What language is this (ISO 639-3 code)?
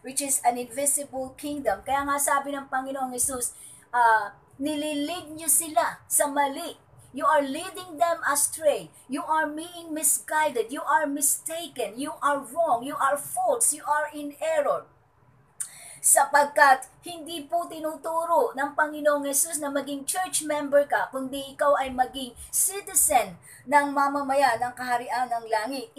fil